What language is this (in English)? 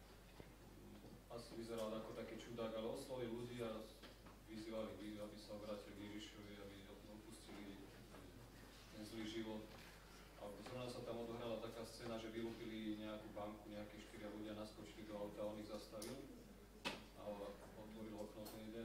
Slovak